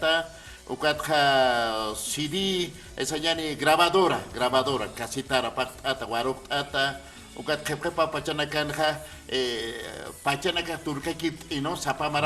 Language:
Aymara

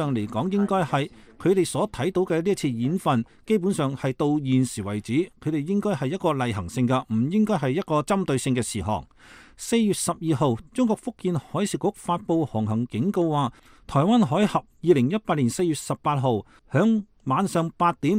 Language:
Cantonese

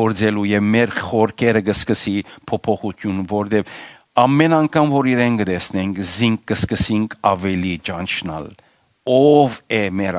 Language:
Western Armenian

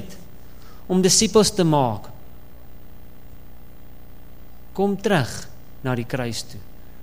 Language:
Afrikaans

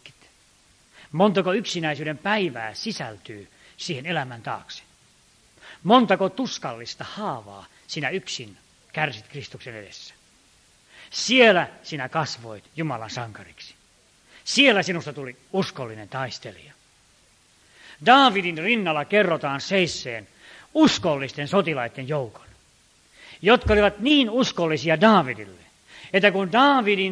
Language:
Finnish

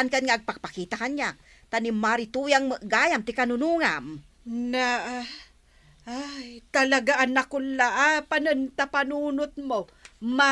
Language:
Iloko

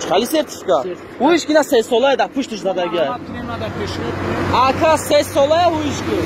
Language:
Tajik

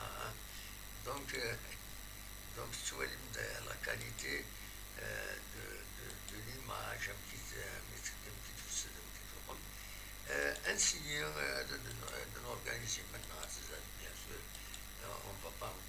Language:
Kabyle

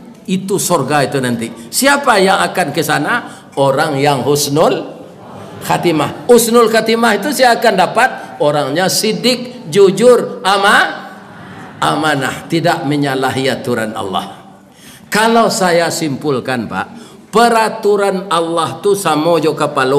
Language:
Minangkabau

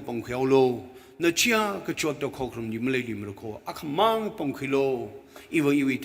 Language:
Tangkhul Naga (India)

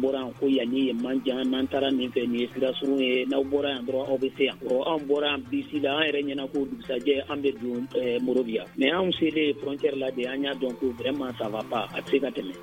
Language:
Bambara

